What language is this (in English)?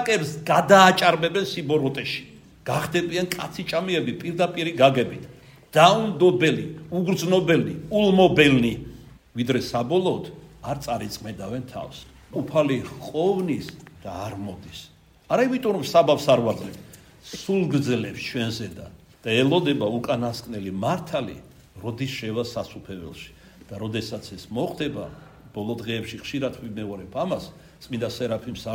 Georgian